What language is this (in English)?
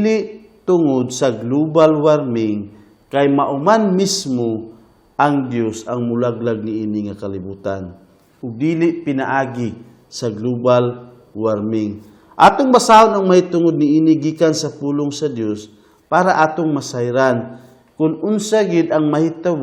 Cebuano